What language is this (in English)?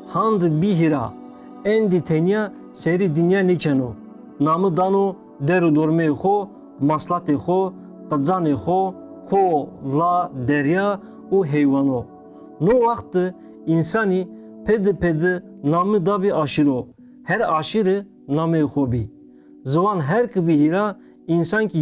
Zaza